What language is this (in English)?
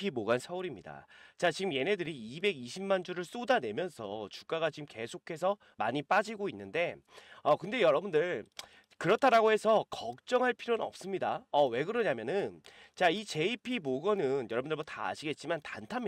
Korean